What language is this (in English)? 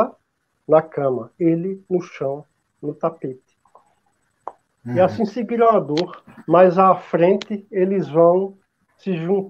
Portuguese